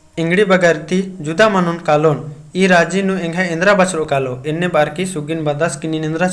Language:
Kurukh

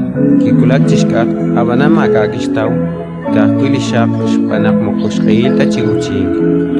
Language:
Kekchí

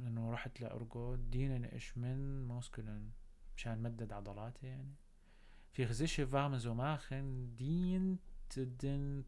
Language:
North Levantine Arabic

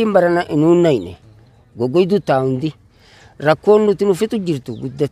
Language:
Oromo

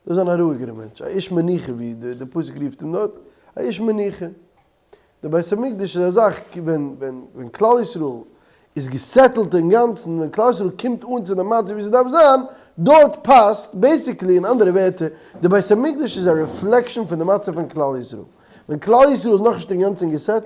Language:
Yiddish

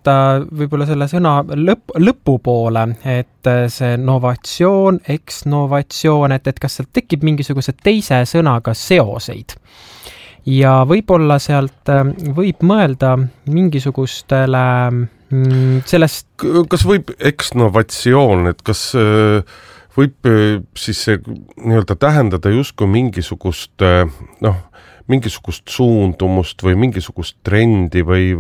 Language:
Estonian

